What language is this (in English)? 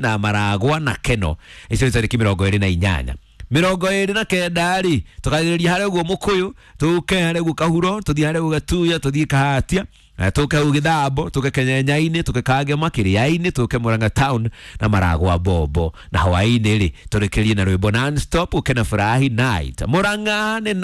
Kikuyu